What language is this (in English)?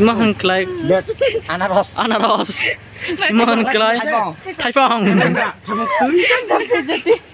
Kok Borok